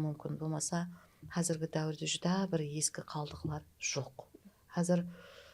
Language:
Kara-Kalpak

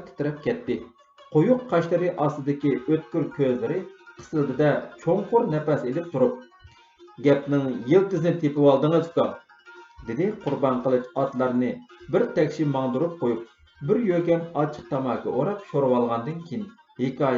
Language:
Uyghur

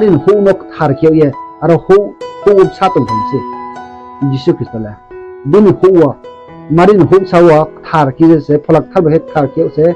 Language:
Riang (India)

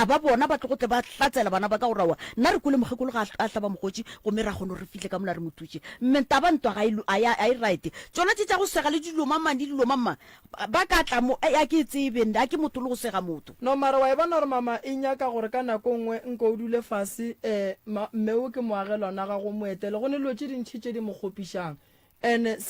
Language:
Northern Sotho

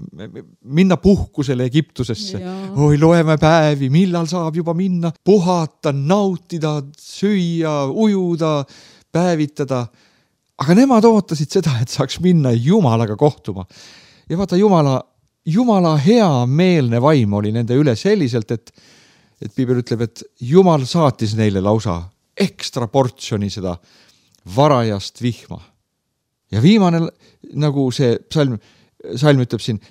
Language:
Estonian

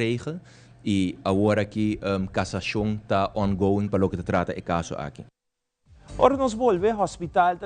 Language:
Papiamento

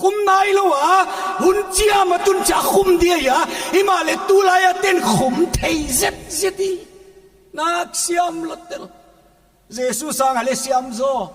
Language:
Paite Chin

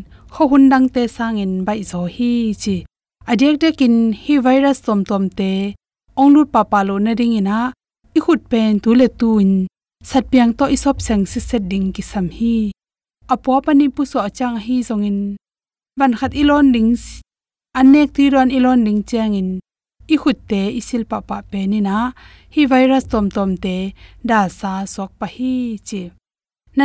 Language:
Tedim Chin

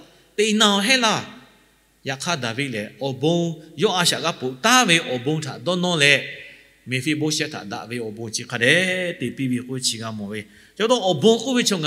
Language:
Lahu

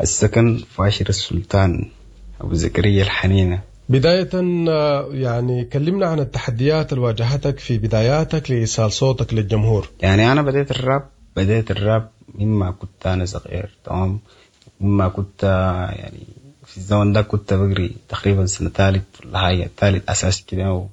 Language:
Sudanese Arabic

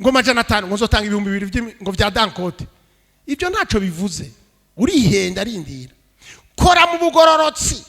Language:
Rundi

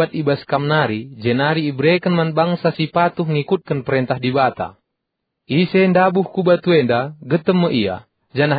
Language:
Batak Karo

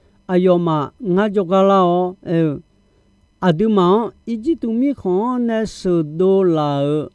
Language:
Akha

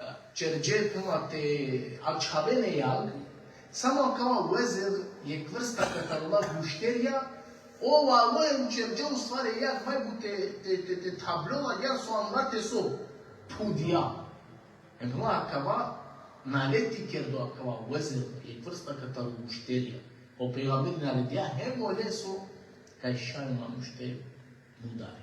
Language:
Balkan Romani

